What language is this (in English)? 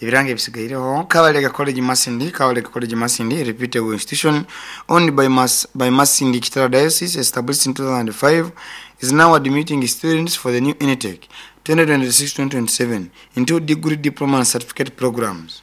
Nyoro